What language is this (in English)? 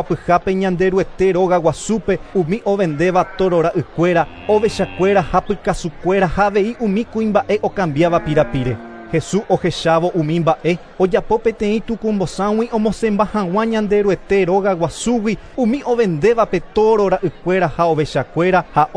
Guarani